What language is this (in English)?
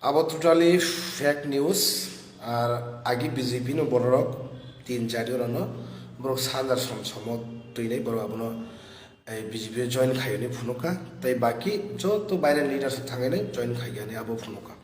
Kok Borok